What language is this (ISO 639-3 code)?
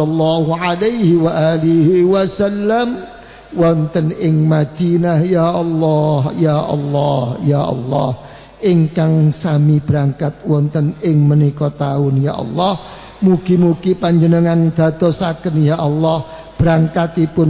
jav